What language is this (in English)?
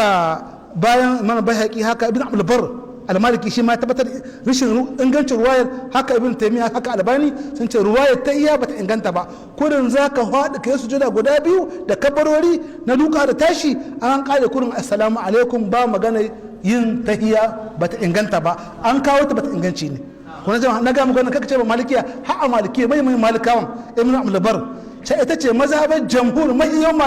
Hausa